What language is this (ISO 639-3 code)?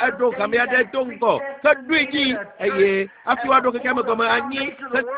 ewe